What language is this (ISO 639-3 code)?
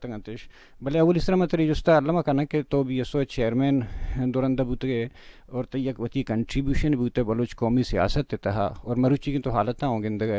bal